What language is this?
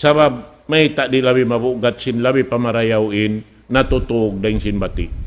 Tausug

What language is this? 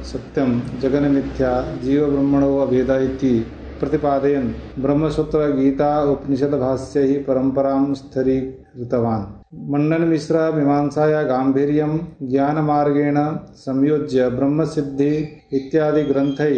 Sanskrit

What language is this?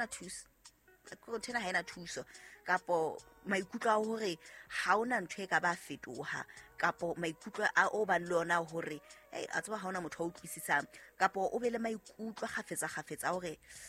Southern Sotho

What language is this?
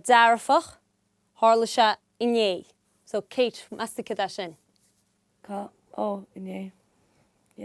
Irish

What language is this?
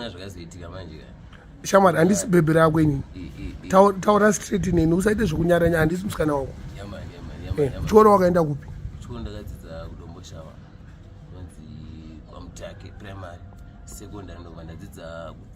Shona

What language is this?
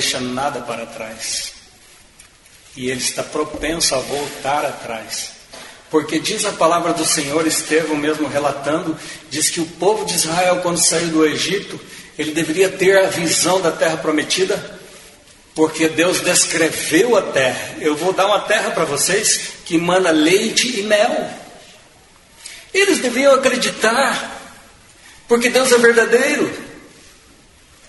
Portuguese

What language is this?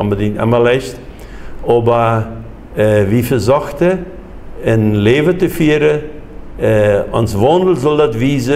Plautdietsch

